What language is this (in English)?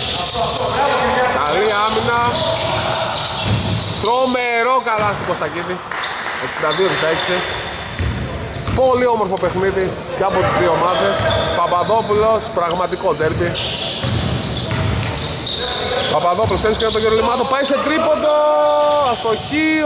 Greek